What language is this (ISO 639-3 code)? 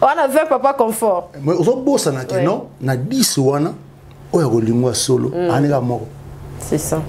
lin